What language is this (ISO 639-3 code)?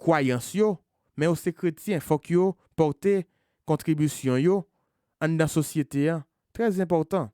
hat